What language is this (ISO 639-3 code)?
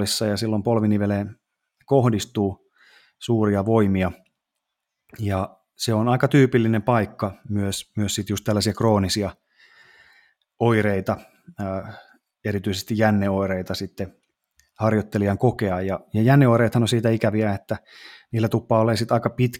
fin